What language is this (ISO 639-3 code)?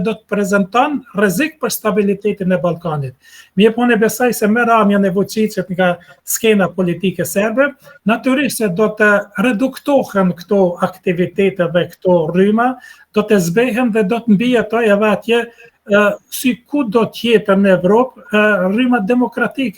sqi